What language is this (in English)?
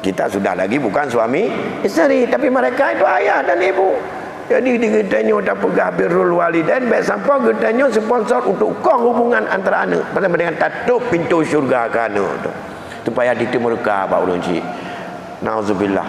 Achinese